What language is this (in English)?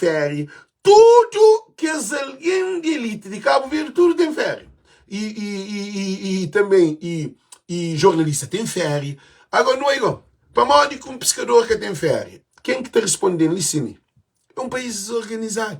Kabuverdianu